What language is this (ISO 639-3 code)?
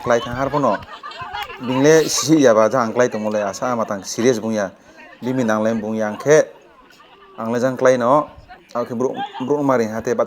ria